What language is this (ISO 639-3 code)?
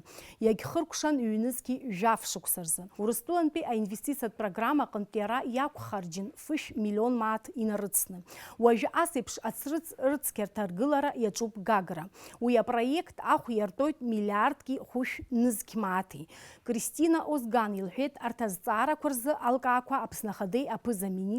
abk